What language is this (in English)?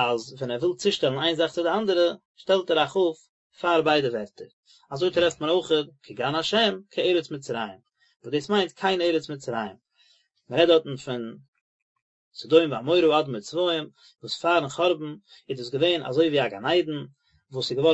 Yiddish